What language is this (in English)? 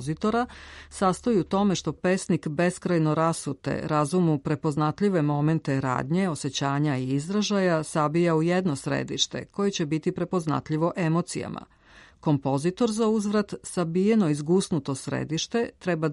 Serbian